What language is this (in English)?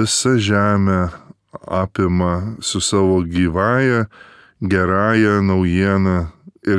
Lithuanian